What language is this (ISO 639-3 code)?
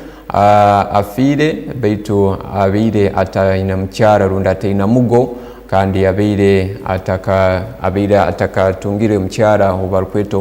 ttj